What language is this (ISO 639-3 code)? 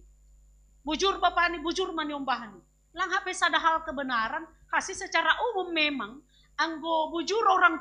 bts